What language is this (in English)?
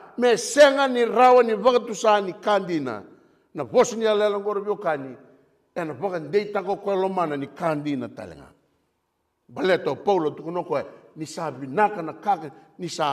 Fijian